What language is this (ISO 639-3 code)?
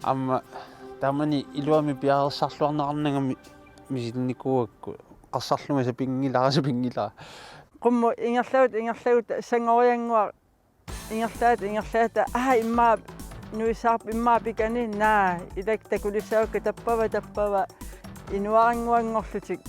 kal